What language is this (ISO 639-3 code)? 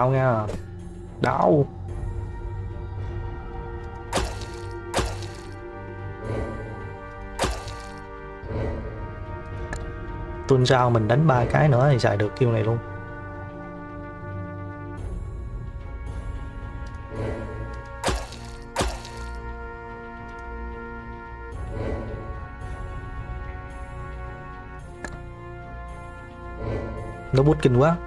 vie